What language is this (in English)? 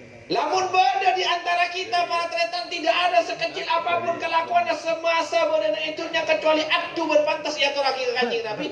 Madurese